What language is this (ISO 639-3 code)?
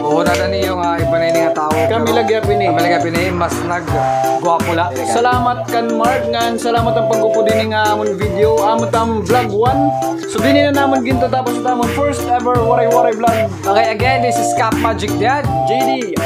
war